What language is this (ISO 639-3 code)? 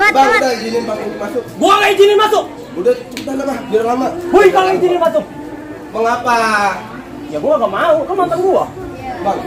bew